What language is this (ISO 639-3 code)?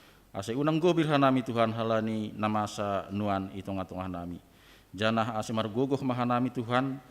bts